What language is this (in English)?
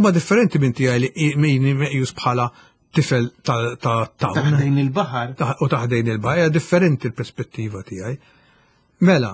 Maltese